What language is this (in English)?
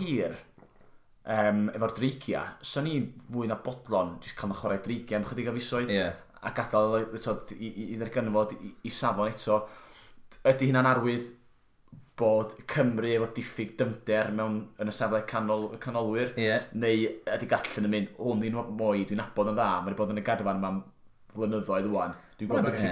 Welsh